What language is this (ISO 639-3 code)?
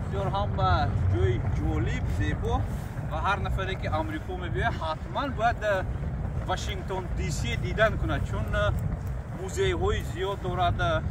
tgk